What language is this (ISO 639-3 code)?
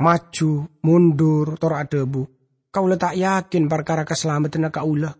mad